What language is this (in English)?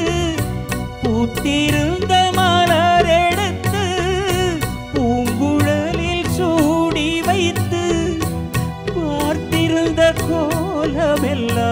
Tamil